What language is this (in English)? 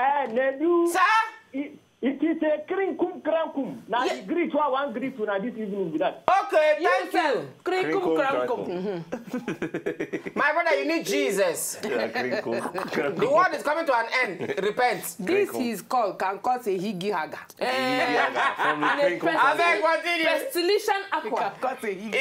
Nigerian Pidgin